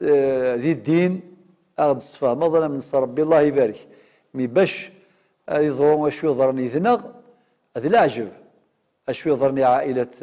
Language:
Kabyle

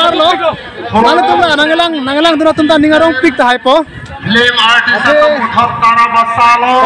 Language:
Karbi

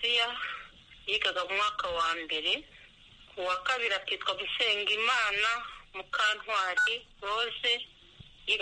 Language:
Kinyarwanda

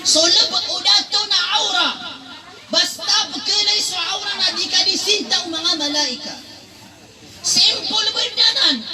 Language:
Maranao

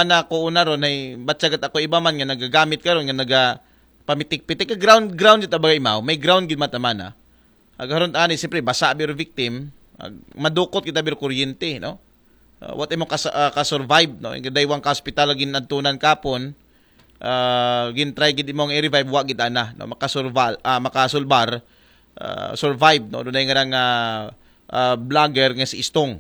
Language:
Aklanon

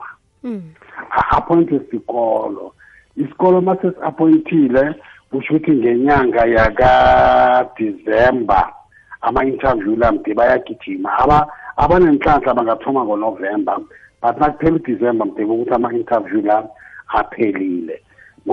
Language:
South Ndebele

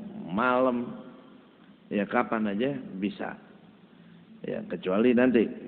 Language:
Indonesian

